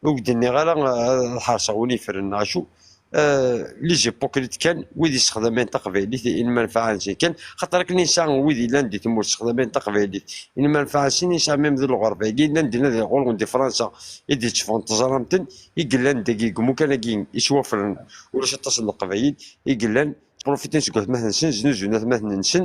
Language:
Kabyle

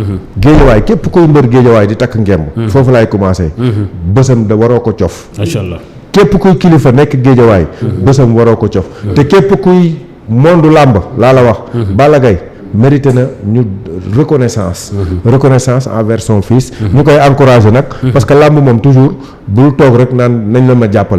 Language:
Wolof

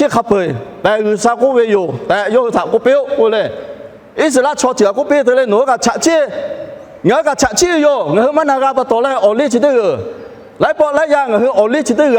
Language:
Lahu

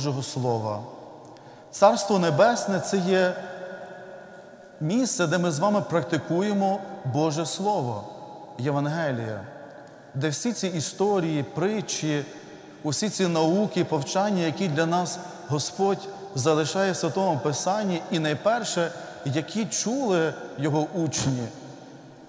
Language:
Ukrainian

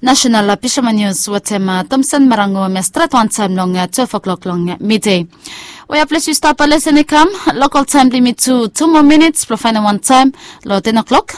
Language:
Bislama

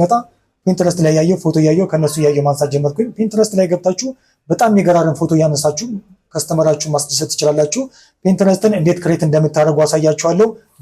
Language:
Amharic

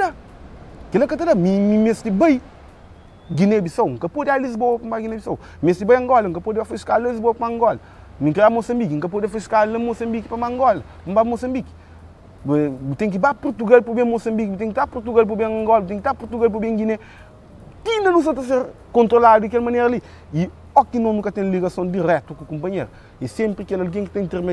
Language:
Kabuverdianu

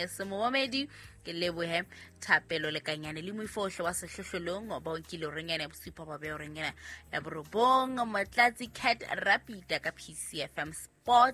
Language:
Southern Sotho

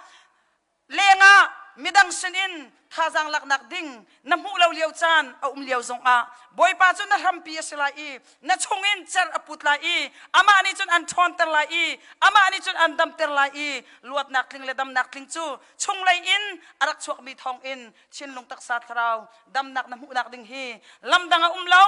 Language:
Hakha Chin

